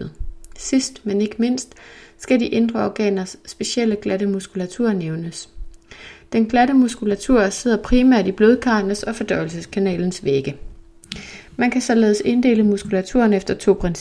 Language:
Danish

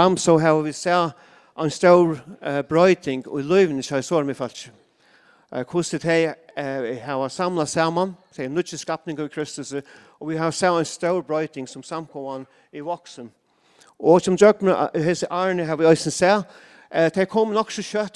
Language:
Faroese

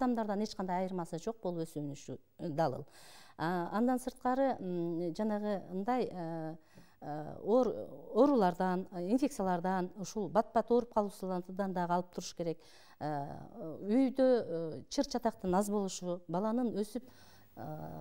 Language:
Kyrgyz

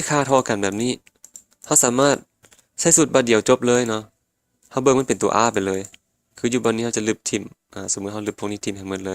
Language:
Lao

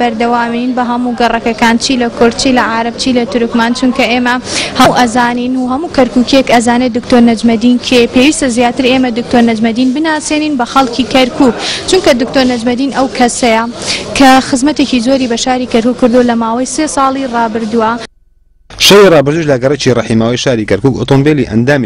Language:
Central Kurdish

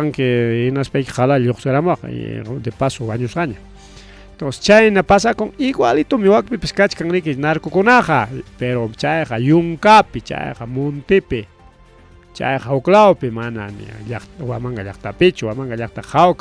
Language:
Ayacucho Quechua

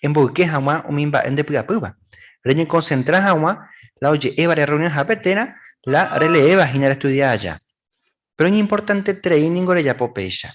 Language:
Guarani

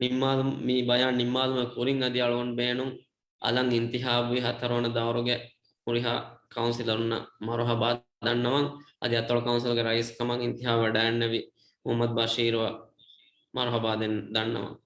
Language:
Divehi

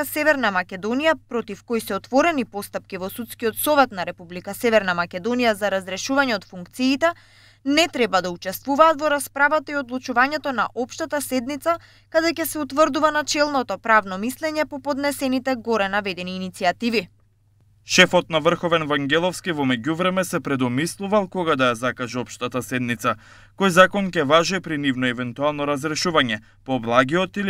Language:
Macedonian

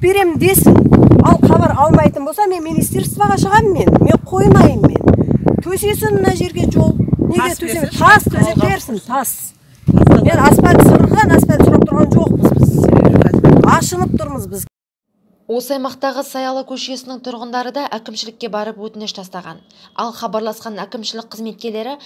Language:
Kazakh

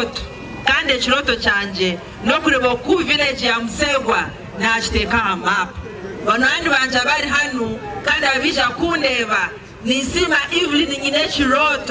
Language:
Nyankole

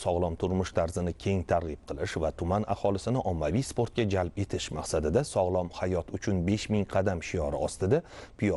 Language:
Uzbek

